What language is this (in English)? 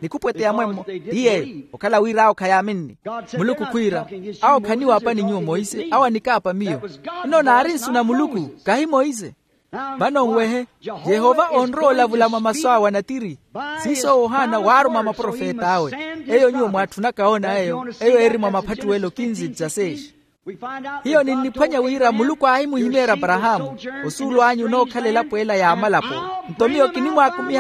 Makhuwa